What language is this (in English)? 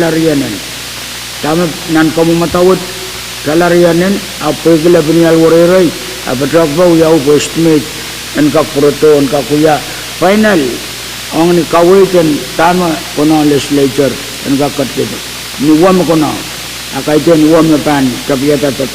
Pohnpeian